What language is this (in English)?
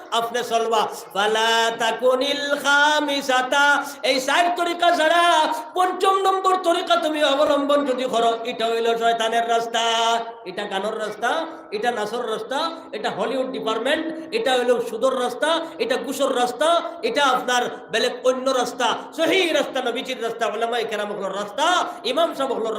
Sylheti